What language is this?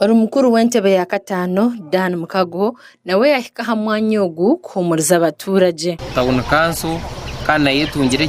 Nyankole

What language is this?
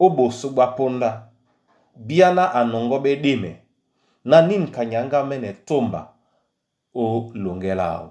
Duala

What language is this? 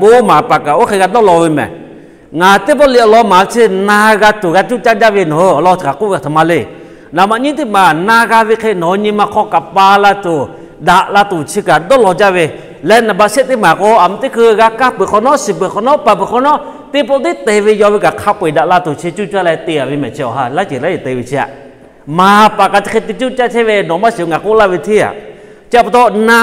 Lahu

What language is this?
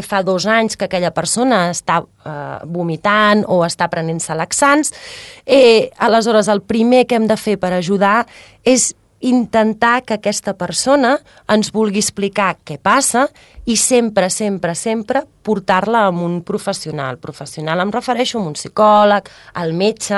Catalan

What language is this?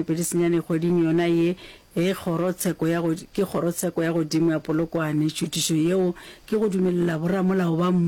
Northern Sotho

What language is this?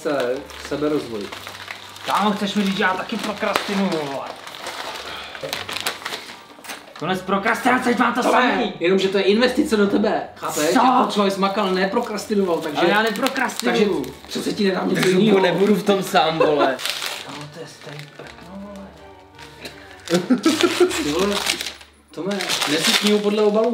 Czech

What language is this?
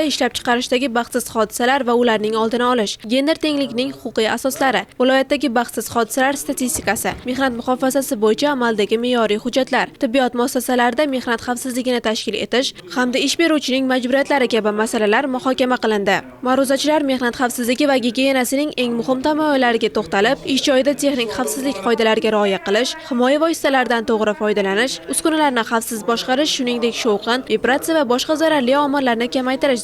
Uzbek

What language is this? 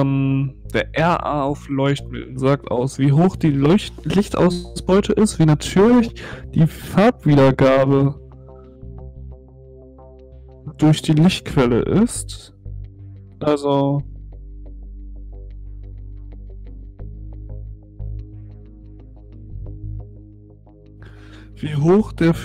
German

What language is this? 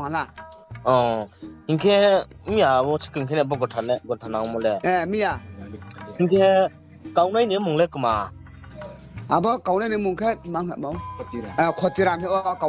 Riang (India)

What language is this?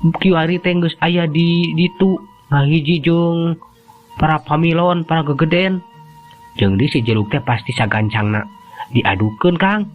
Sundanese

